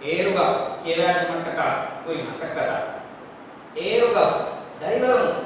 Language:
Divehi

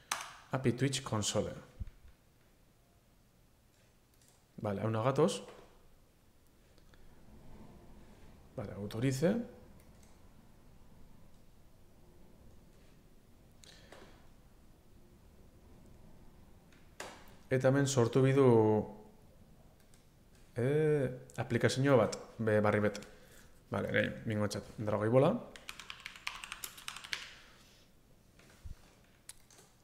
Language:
Basque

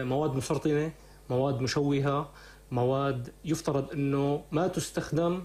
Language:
North Levantine Arabic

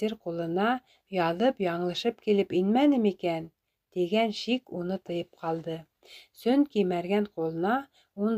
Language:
Bashkir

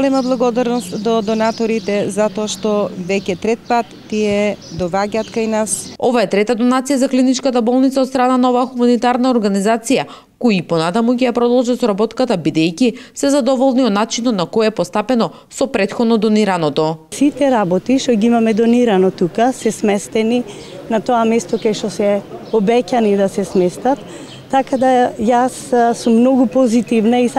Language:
Macedonian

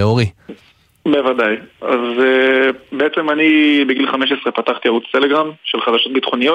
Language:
Hebrew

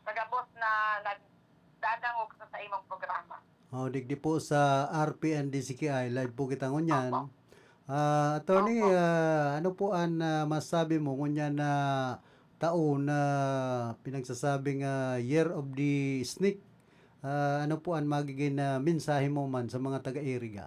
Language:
Bikol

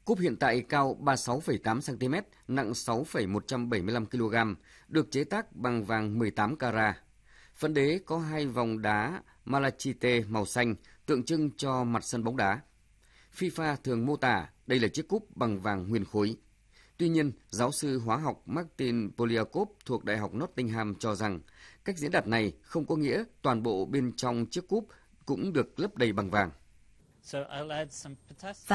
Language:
Vietnamese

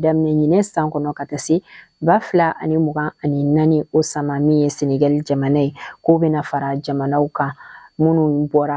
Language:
Bambara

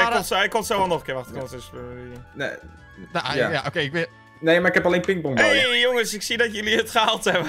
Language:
Dutch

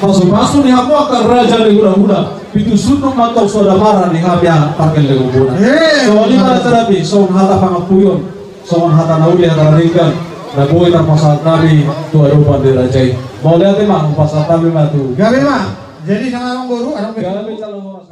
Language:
Batak Toba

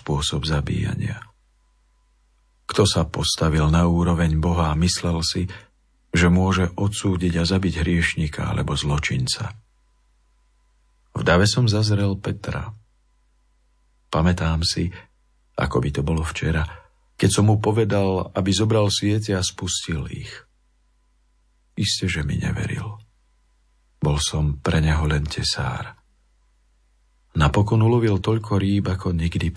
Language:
Slovak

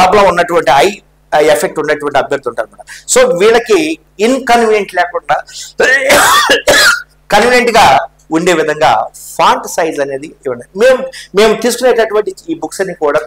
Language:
Telugu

